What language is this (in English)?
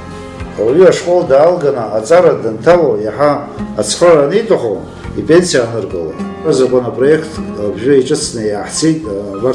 Abkhazian